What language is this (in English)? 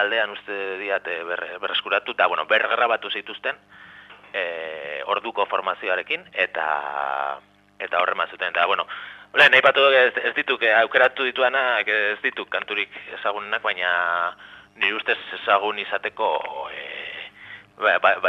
Basque